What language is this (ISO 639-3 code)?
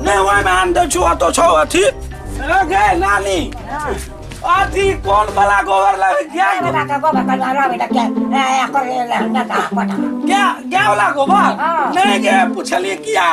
mai